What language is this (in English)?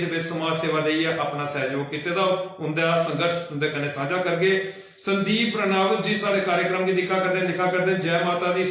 Dogri